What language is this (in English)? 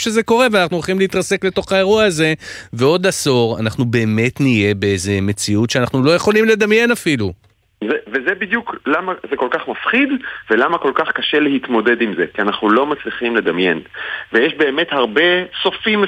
Hebrew